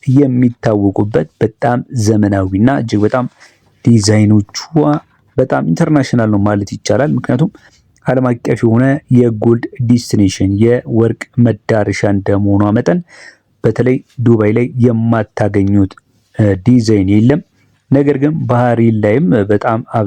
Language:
Amharic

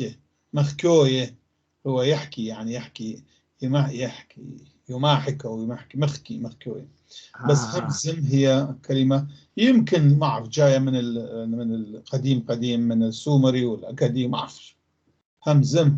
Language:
North Levantine Arabic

